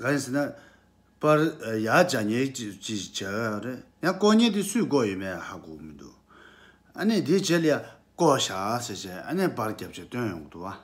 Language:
Tibetan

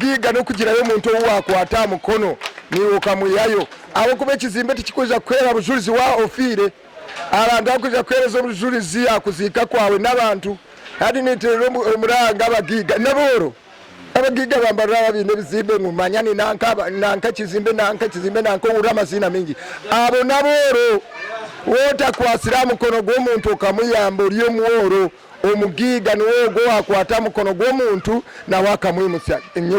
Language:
Nyankole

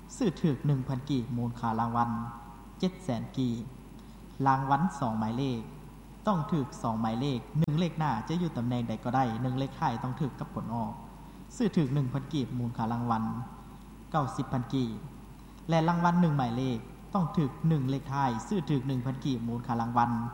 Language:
Lao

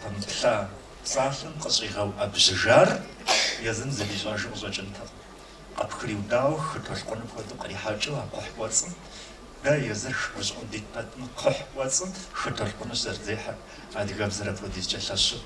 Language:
Kabardian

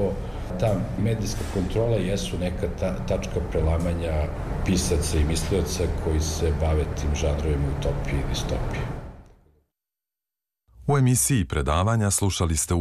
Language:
Serbian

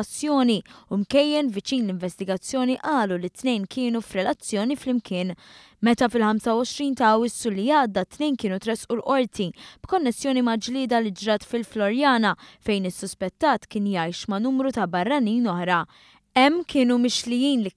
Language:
Maltese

